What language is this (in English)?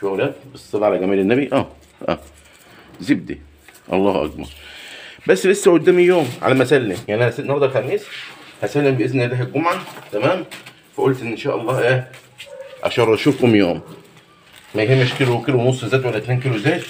Egyptian Arabic